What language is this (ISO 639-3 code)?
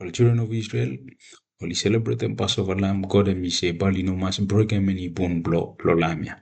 bis